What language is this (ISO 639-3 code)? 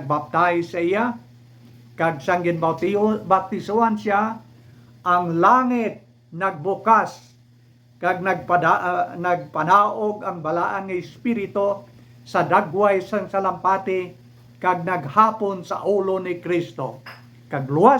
hil